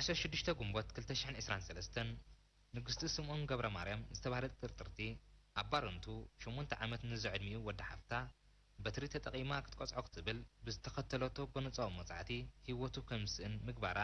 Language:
Tigrinya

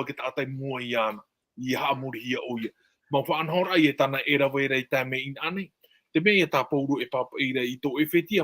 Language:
Tahitian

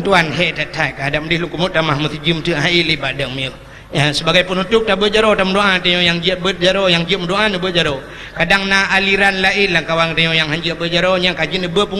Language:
Achinese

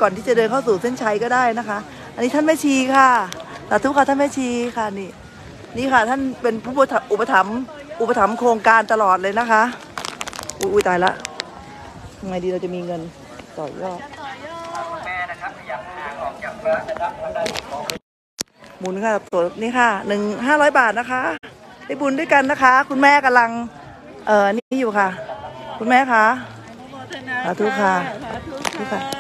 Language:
Thai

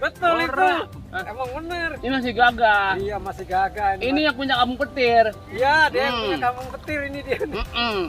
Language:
Betawi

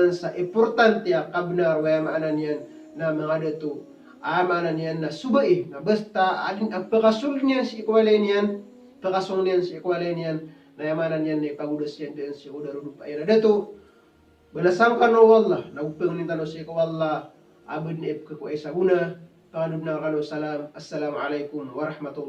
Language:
Maranao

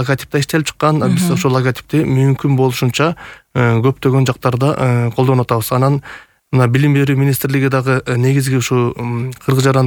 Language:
Kyrgyz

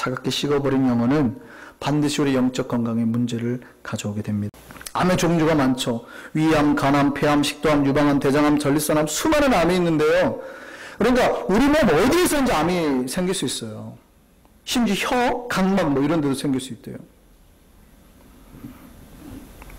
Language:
Korean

